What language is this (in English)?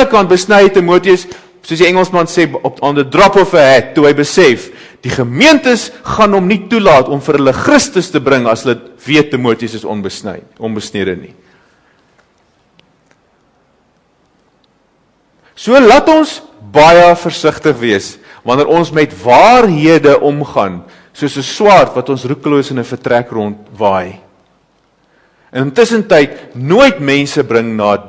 Afrikaans